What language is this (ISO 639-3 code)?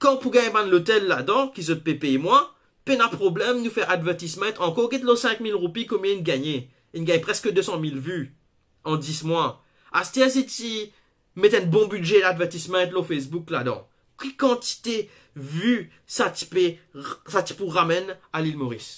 mfe